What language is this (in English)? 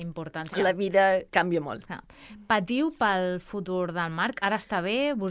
Catalan